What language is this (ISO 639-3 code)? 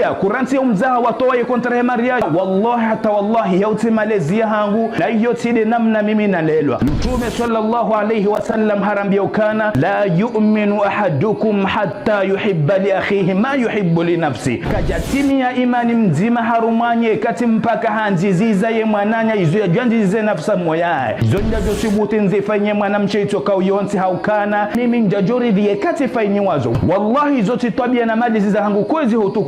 zdj